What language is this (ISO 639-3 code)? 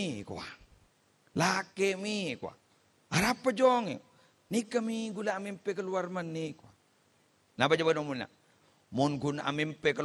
mad